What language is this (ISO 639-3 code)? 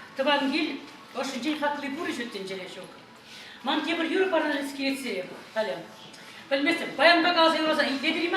chv